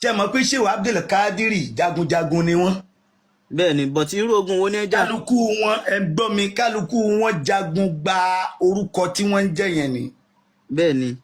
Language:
Yoruba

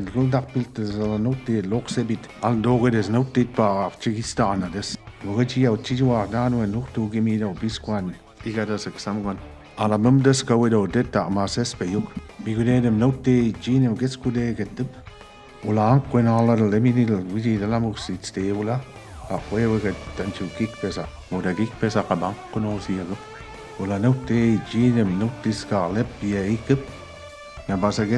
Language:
Mi'kmaw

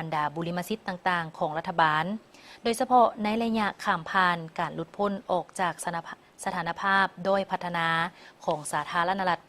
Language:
Lao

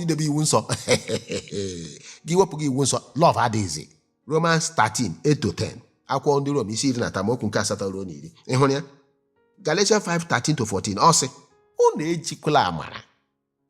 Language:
Igbo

